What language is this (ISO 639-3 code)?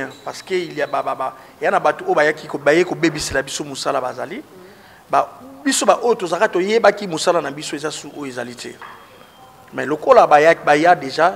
lin